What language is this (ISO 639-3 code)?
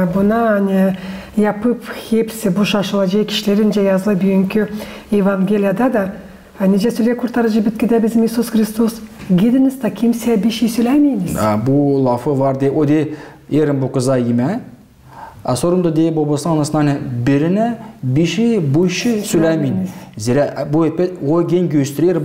gag